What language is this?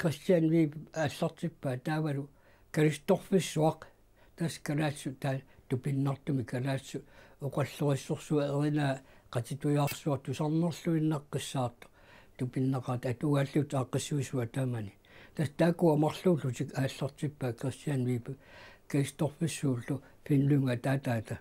Kalaallisut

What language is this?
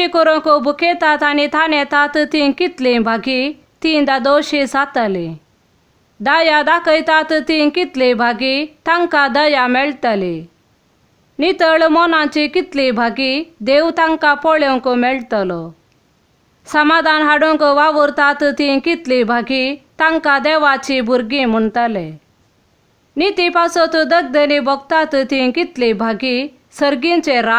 Konkani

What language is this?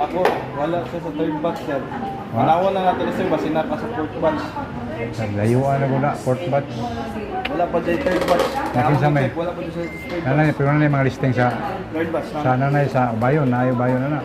Cebuano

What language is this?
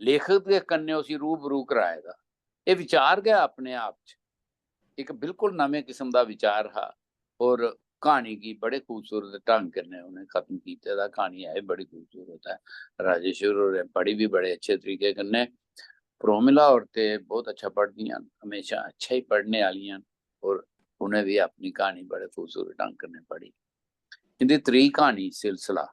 Dogri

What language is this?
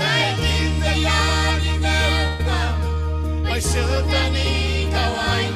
Gilbertese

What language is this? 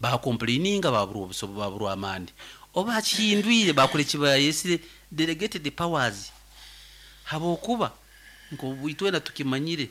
Nyoro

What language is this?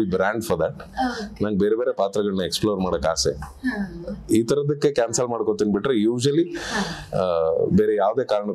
Kannada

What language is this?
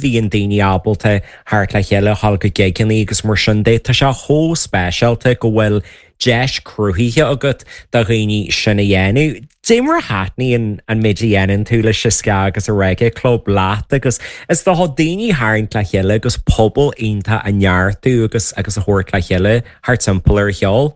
Irish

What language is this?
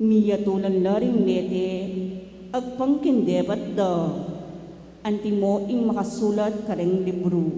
Pampanga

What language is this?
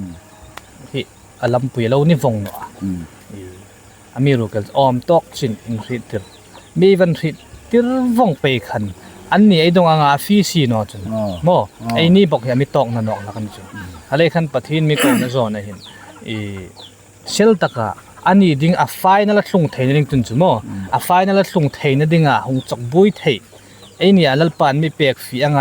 Hmar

